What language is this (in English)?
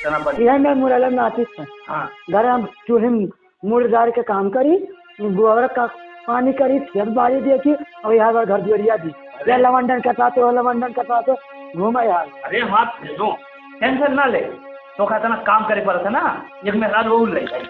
Awadhi